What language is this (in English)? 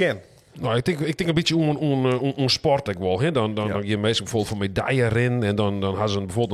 Western Frisian